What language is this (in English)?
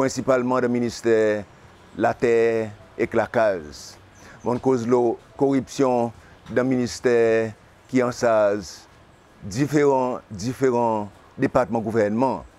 Seselwa Creole French